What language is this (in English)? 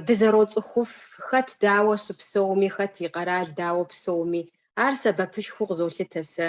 Kabardian